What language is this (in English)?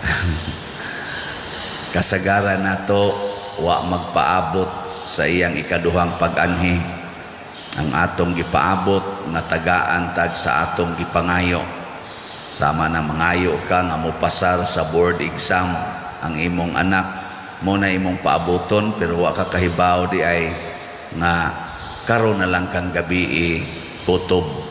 Cebuano